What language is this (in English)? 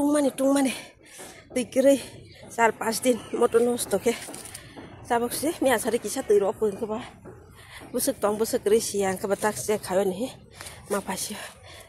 Kok Borok